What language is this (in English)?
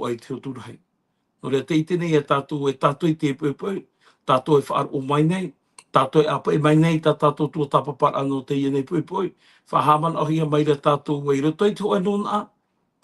Tahitian